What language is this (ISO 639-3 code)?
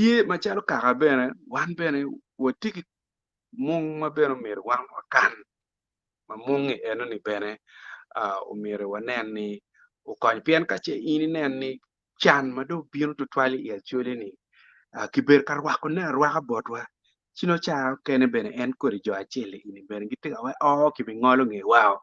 ach